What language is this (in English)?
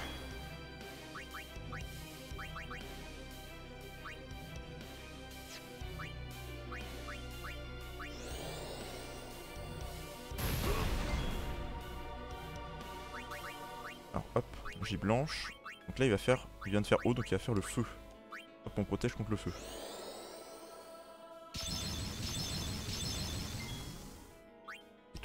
French